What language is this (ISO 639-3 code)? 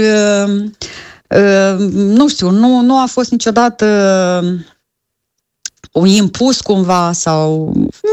ron